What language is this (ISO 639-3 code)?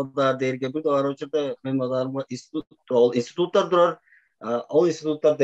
tyv